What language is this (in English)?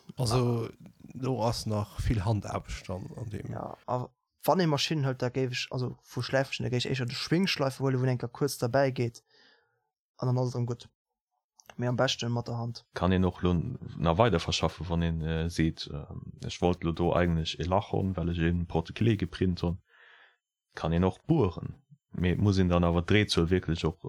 Luxembourgish